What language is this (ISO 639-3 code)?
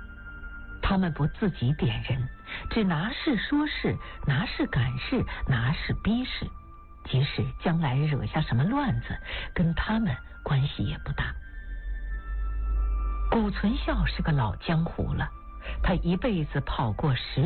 zho